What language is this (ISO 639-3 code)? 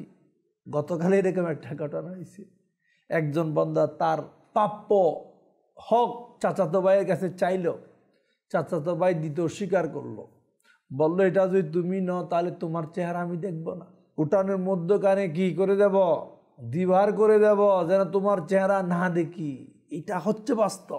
ben